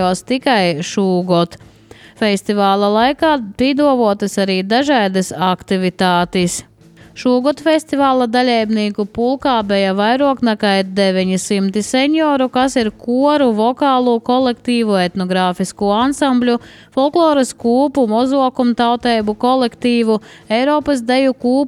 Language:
Latvian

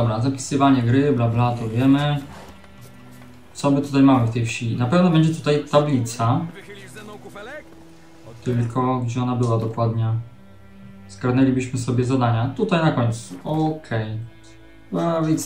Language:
Polish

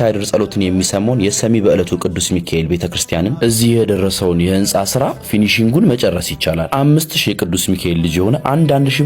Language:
Amharic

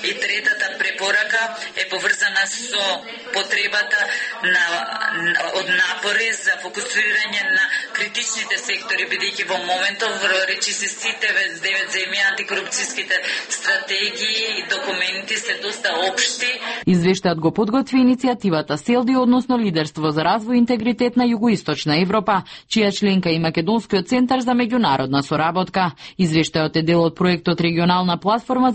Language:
Macedonian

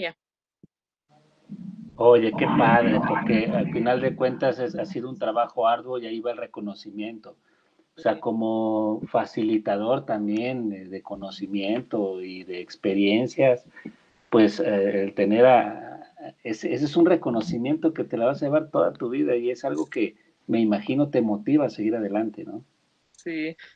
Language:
Spanish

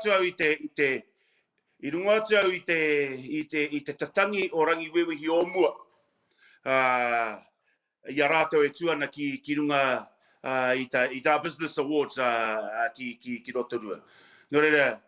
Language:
Māori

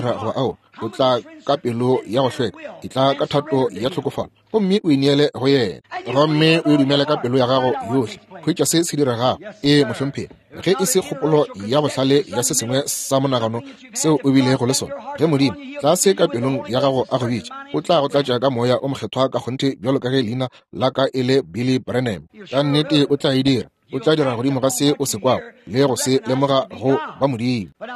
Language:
Northern Sotho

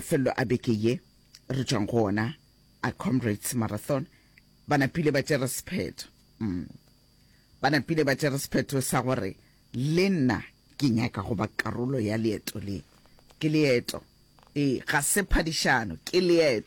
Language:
Northern Sotho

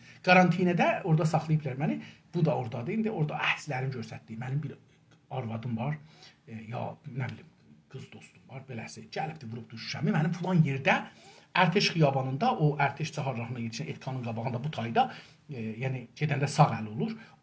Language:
South Azerbaijani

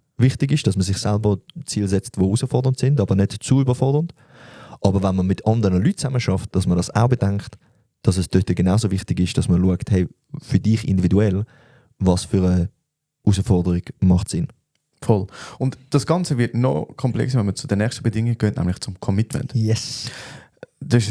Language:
Swiss German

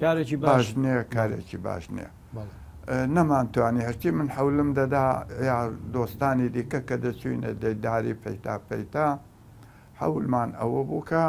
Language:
Central Kurdish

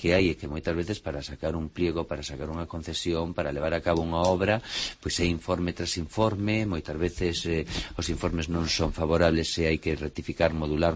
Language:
Galician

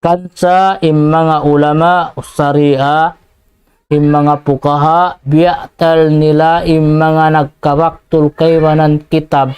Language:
Tausug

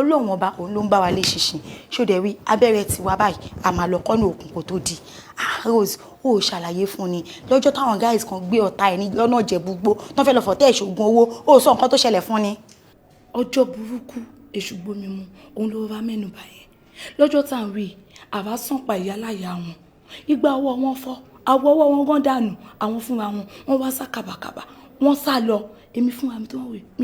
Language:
Yoruba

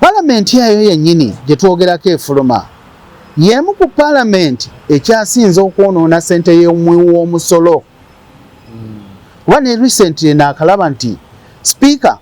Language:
Ganda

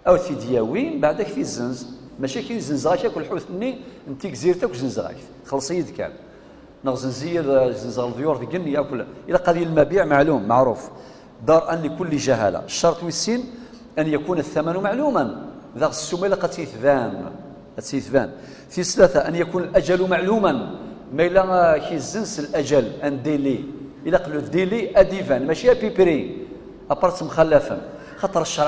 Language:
Kabyle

